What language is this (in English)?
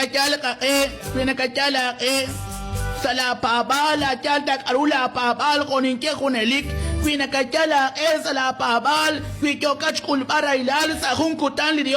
Kekchí